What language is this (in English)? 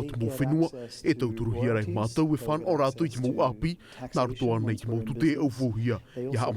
Tahitian